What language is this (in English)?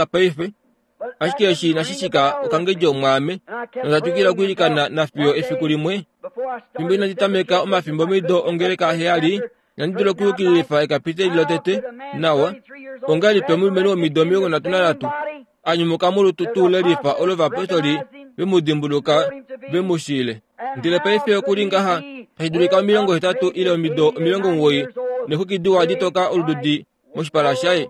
Kuanyama